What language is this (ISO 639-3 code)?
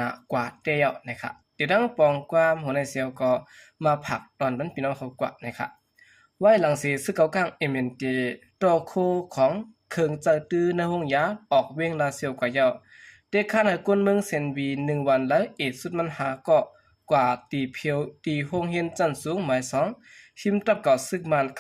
shn